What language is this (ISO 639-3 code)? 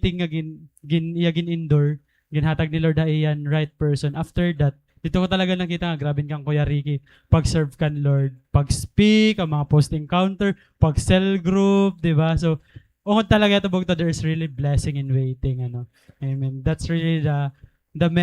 war